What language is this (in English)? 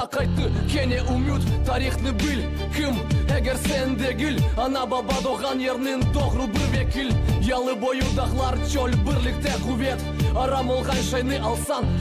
Crimean Tatar